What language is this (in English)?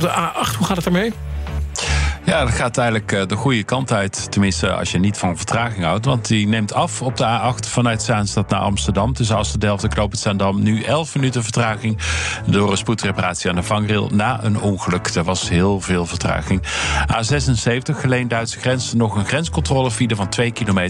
Dutch